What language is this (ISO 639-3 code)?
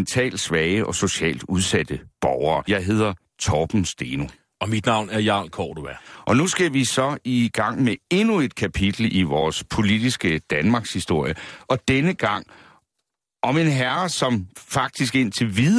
dan